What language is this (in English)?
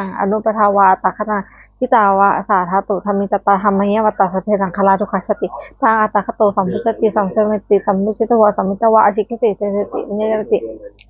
Pali